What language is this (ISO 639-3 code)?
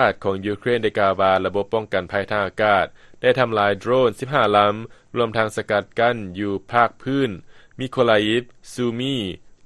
lao